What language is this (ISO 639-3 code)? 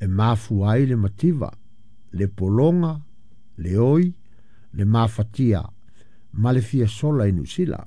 smo